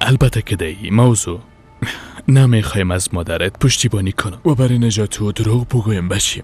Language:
Persian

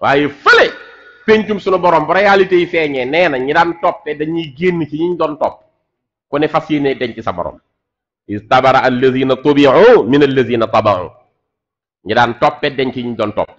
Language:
Wolof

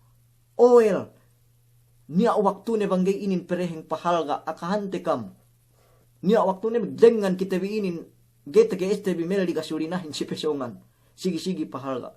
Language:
Yakan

